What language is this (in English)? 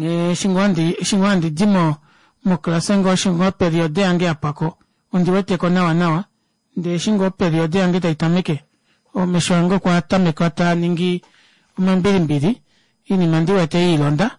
Kuanyama